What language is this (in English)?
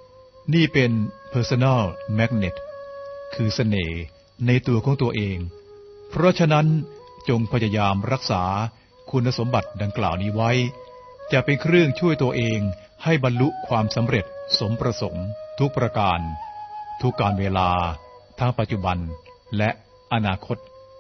Thai